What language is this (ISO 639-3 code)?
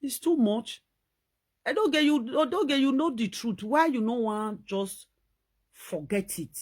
pcm